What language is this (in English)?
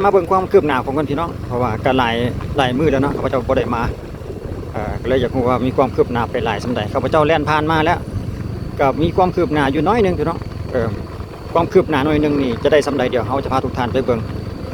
Lao